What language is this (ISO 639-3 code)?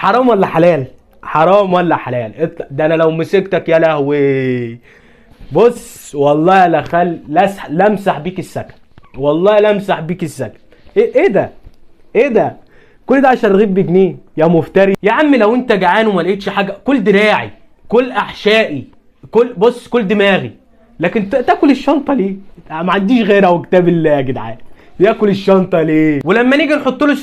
arz